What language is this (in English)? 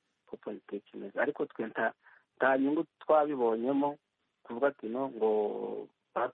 Kinyarwanda